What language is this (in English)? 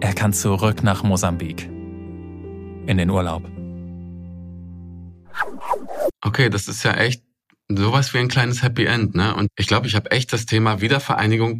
German